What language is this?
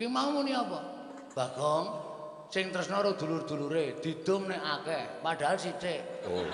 Javanese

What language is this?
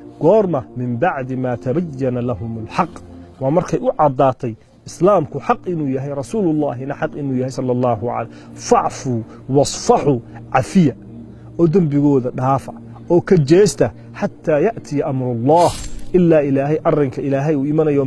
Somali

